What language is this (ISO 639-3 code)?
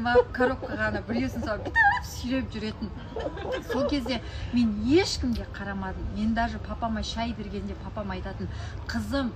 kaz